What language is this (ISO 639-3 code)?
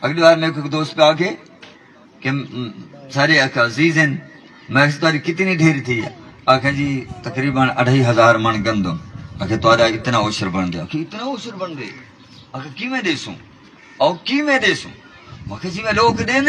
skr